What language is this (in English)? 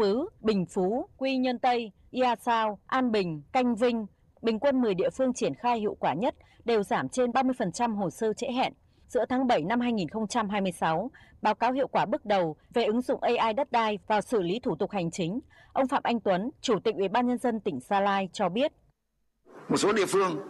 Vietnamese